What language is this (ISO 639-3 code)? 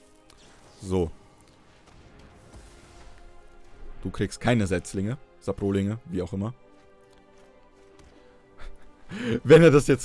deu